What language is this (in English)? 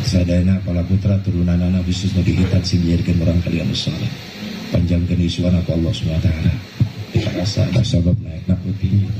Sundanese